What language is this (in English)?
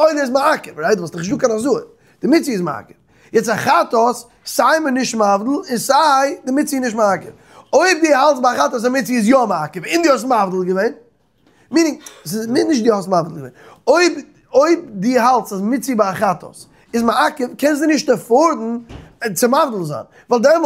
Yiddish